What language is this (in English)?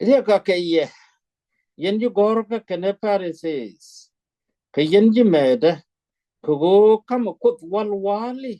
Nuer